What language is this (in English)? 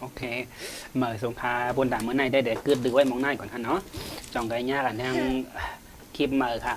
Shan